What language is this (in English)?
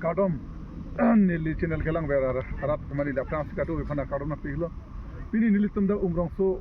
Karbi